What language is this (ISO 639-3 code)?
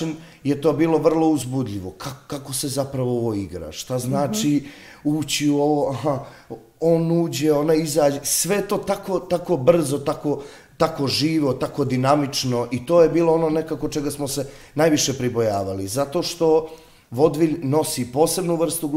bos